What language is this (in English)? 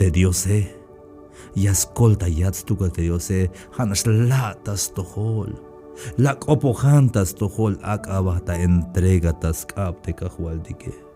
Tzeltal